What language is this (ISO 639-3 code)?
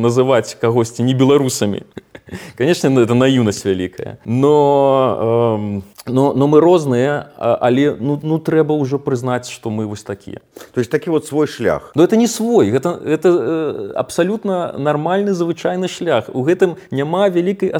bel